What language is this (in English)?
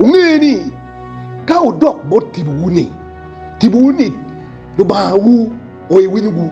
Acoli